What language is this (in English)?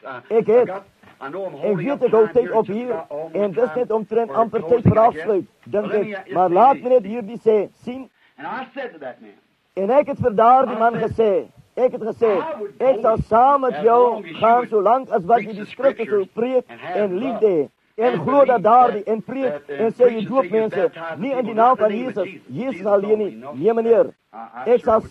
Afrikaans